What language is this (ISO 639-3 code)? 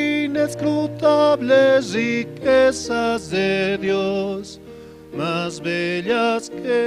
aym